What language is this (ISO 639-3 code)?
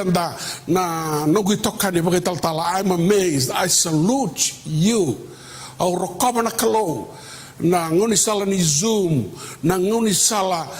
fij